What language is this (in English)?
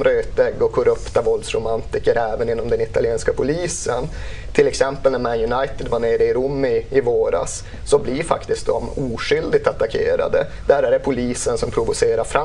Swedish